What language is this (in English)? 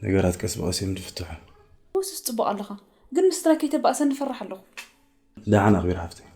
Tigrinya